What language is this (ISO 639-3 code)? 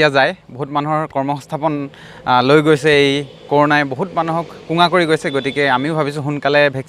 asm